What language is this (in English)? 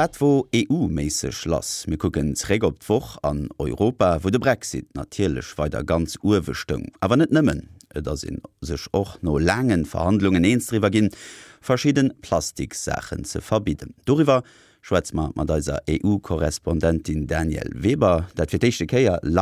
Luxembourgish